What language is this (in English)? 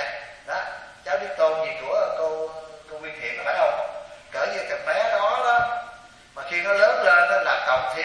Vietnamese